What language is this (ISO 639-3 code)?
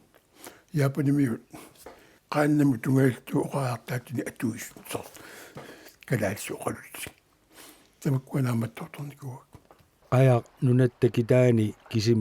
kal